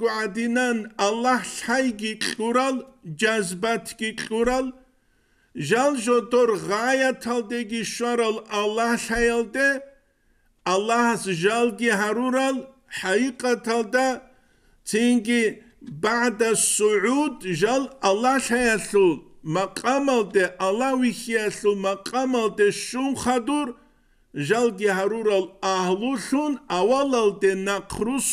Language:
Avaric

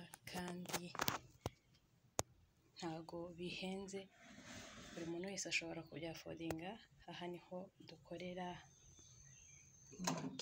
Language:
Kinyarwanda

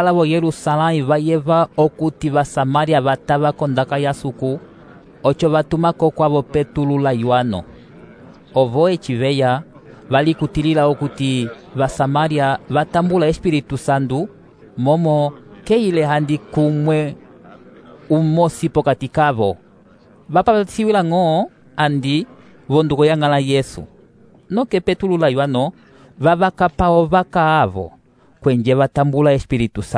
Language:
Umbundu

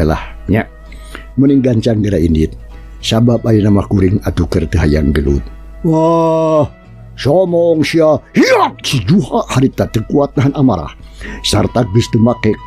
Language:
Sundanese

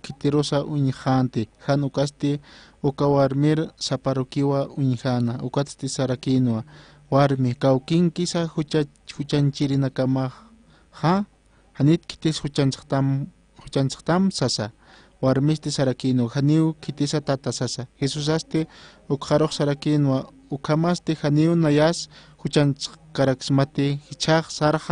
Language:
Aymara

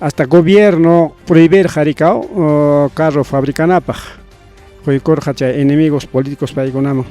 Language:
Ayacucho Quechua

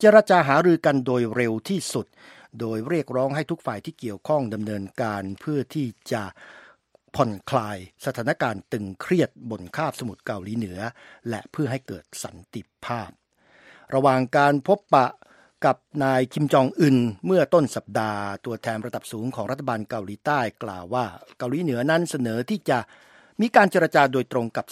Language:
Thai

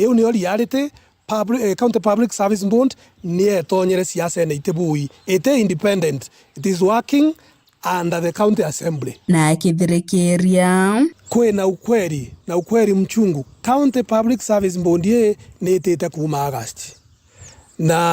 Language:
Meru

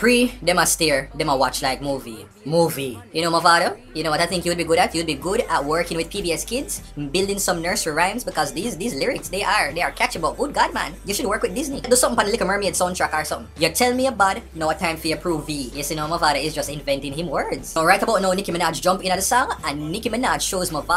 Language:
Jamaican Creole English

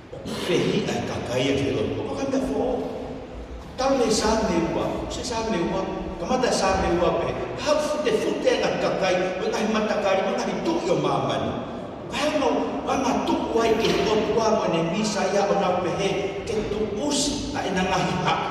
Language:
Tongan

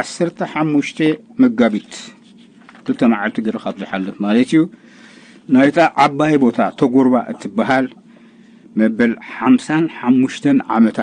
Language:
Tigrinya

